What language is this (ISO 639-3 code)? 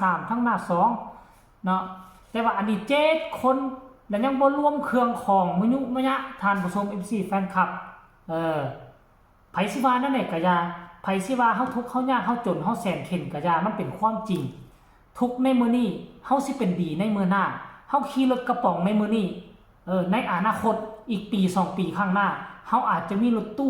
tts